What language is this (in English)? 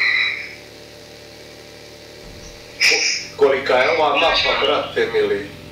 Croatian